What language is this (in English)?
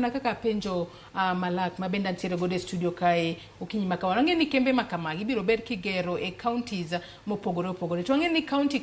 Luo (Kenya and Tanzania)